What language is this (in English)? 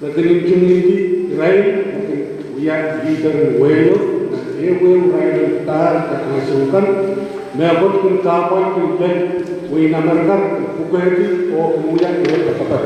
Pohnpeian